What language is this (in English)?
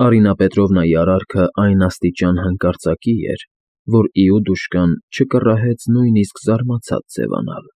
Armenian